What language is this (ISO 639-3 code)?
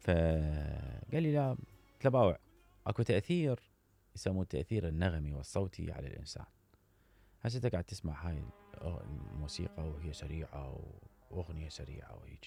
acm